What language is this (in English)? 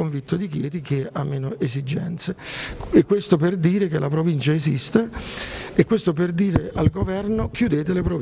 Italian